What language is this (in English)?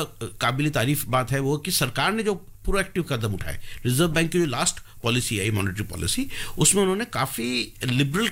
Hindi